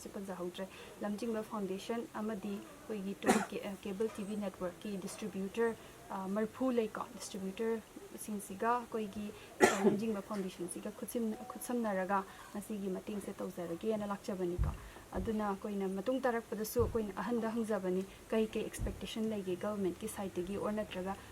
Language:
Manipuri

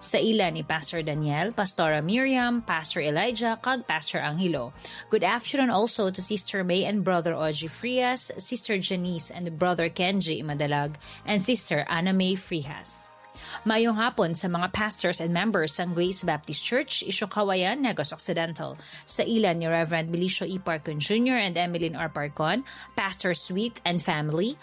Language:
Hiligaynon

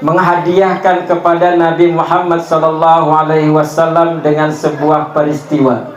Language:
Banjar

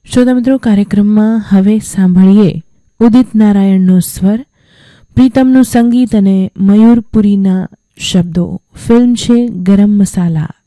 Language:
Gujarati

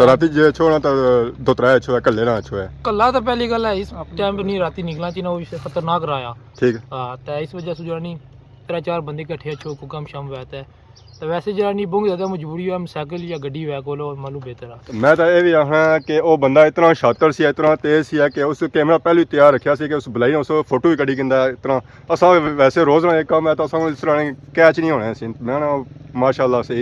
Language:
Pahari-Potwari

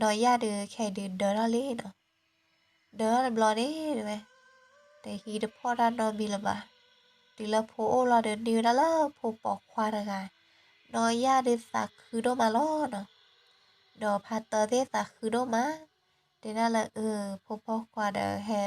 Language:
S'gaw Karen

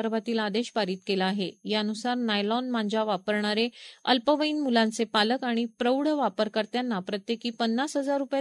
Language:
Marathi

